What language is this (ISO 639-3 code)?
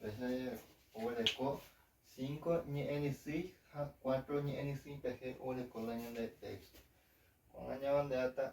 grn